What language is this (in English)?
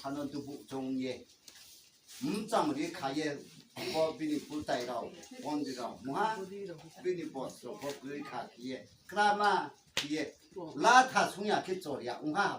Riang (India)